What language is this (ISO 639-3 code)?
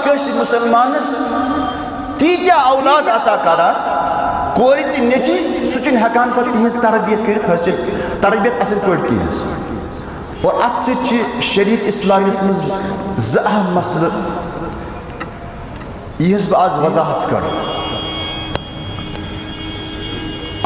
kas